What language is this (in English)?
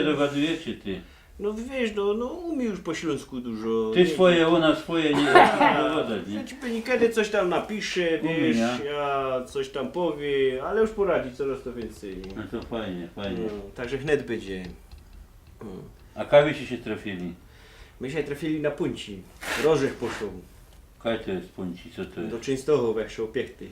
Silesian